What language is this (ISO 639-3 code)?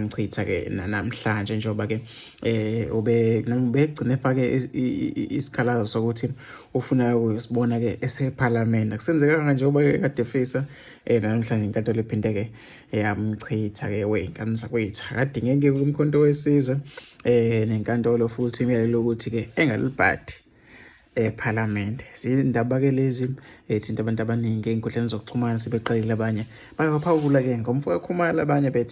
zul